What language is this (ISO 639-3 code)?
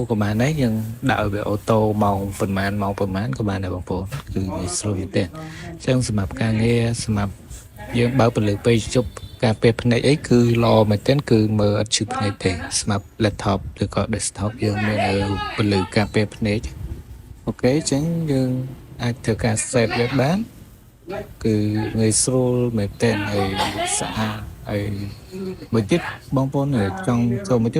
khm